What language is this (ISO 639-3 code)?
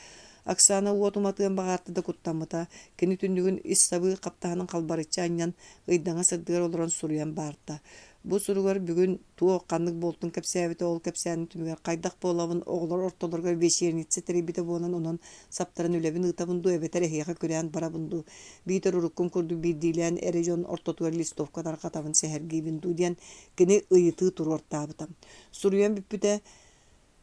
sah